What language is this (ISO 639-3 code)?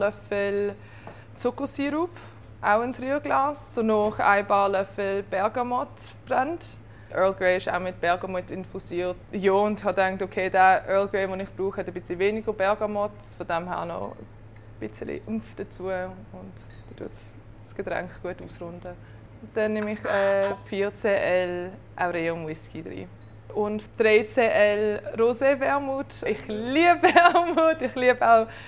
gsw